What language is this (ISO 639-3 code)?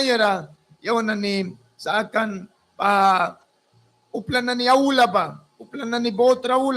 miq